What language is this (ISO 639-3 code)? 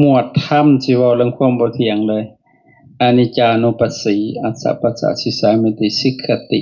lao